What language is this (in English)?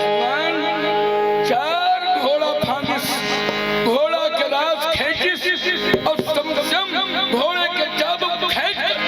Chhattisgarhi